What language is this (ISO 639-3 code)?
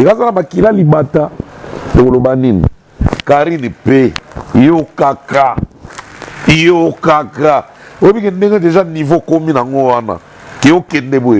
lin